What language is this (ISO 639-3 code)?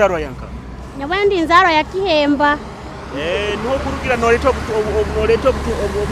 nyo